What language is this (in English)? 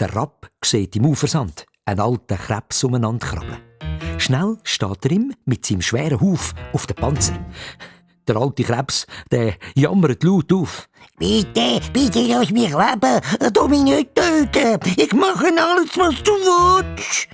Swiss German